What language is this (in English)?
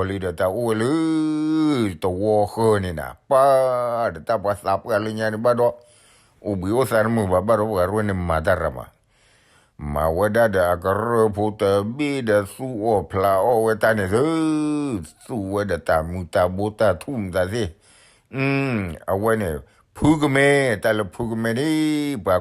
S'gaw Karen